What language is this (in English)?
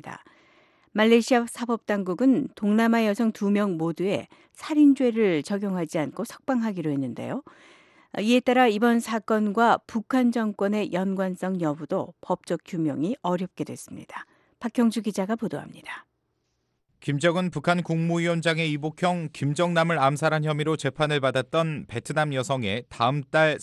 Korean